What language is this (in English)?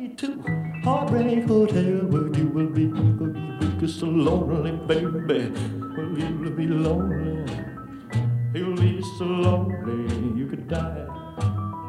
English